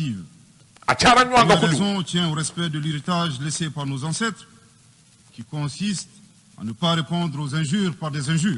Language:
Bambara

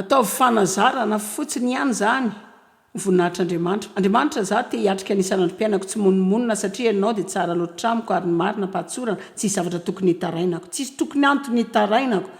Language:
Malagasy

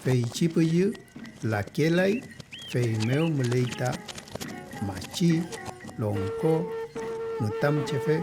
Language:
Mapuche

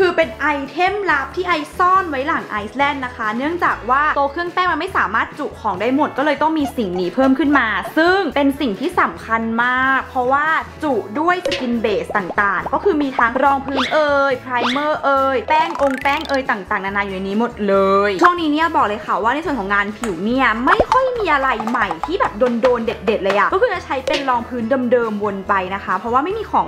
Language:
Thai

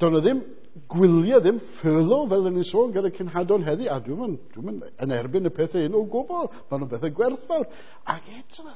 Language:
Welsh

